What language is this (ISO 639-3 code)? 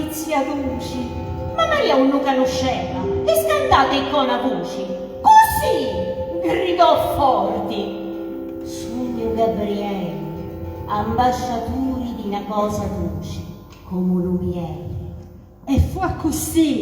scn